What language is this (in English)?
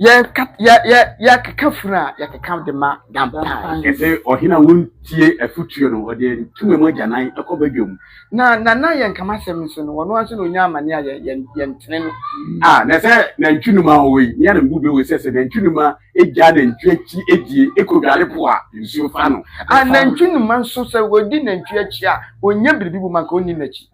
Akan